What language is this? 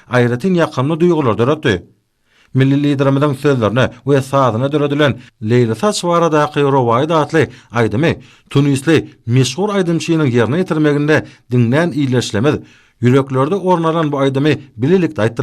Turkmen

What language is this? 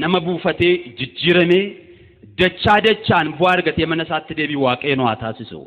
Oromo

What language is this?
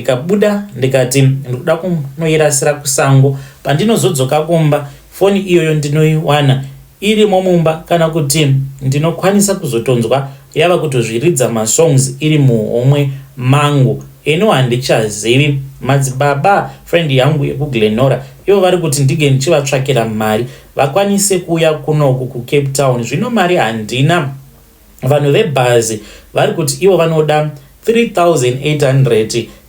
Shona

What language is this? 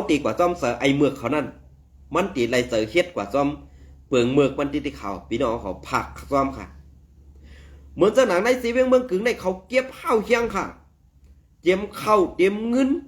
Shan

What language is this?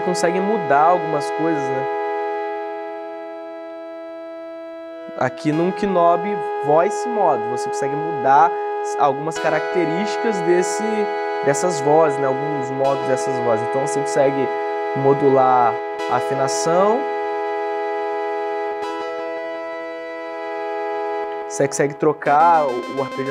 Portuguese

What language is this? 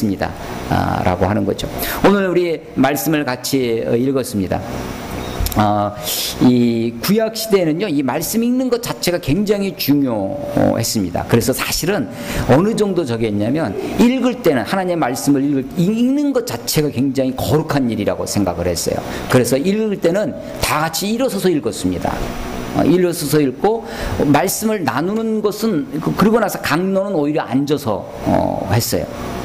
Korean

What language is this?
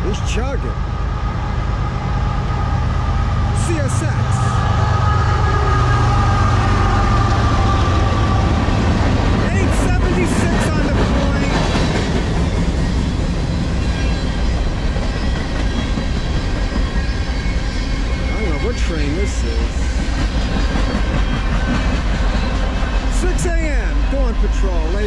English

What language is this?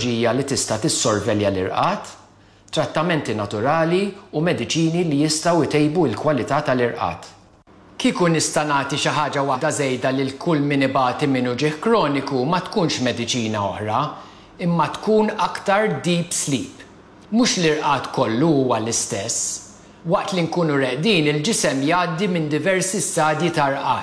Maltese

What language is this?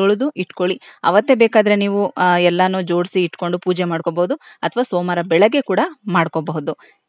Kannada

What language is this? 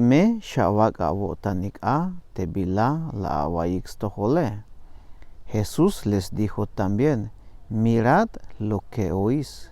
Tzeltal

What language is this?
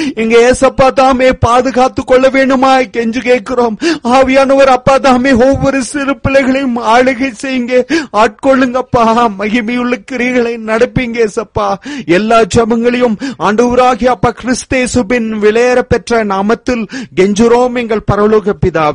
Tamil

